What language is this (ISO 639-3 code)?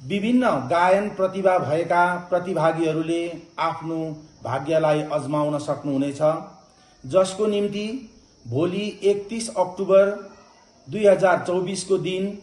nep